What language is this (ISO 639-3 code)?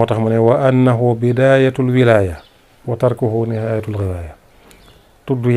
wol